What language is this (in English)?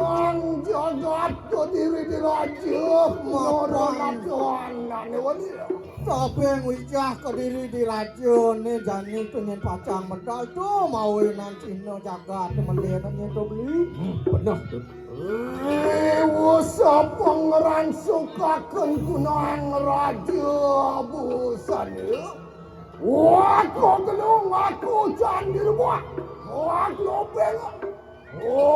Balinese